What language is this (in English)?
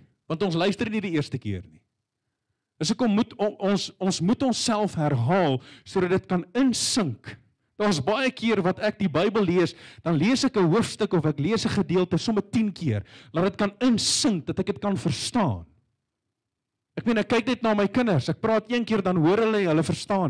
Afrikaans